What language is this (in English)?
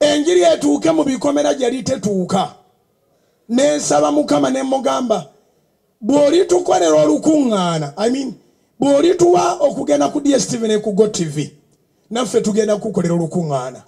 Ganda